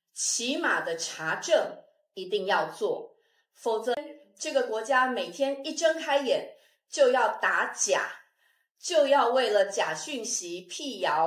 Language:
Chinese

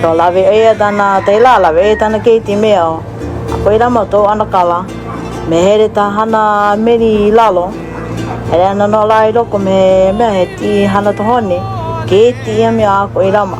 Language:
Hawaiian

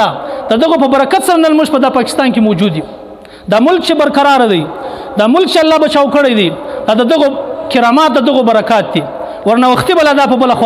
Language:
Pashto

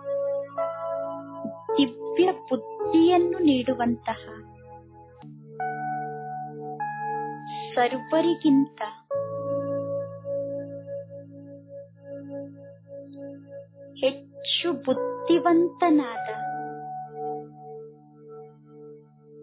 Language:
Kannada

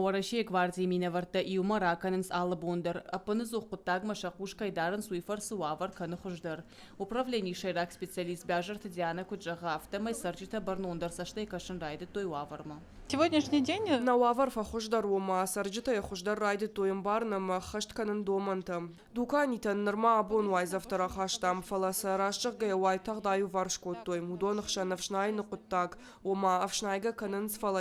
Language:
Ossetic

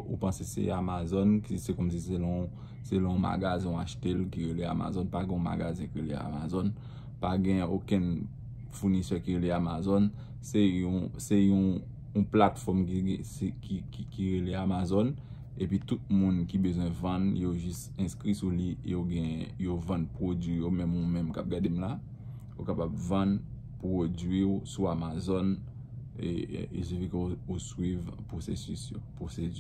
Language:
Haitian Creole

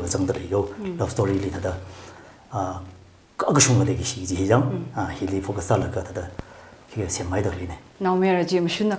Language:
Tangkhul Naga (India)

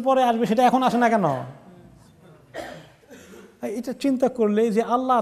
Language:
Bangla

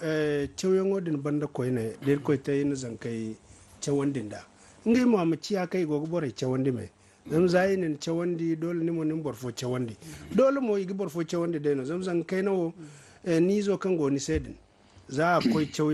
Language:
Zarma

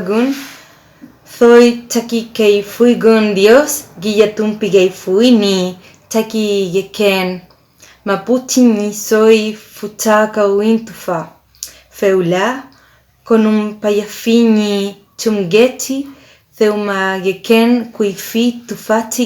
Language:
Mapuche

